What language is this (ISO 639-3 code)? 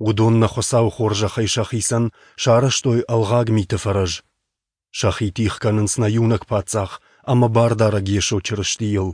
oss